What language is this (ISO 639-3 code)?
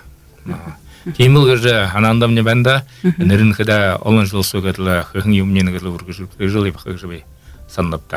bua